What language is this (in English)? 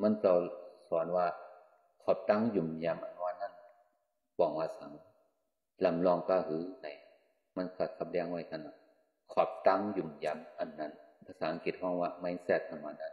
Shan